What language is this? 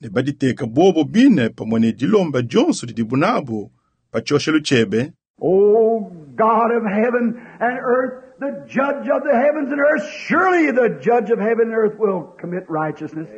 Luba-Lulua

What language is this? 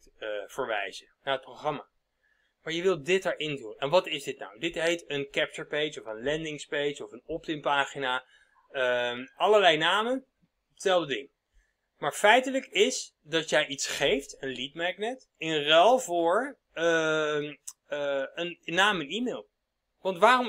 Dutch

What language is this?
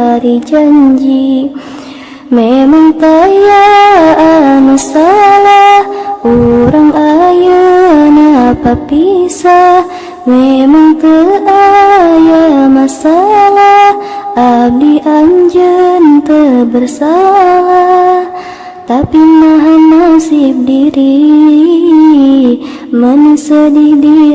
Sundanese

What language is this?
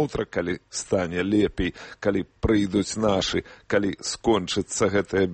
Belarusian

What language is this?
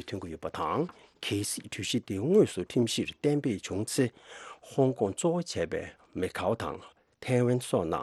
Tibetan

